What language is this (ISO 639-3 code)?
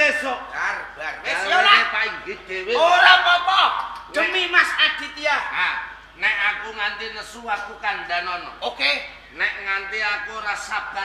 jav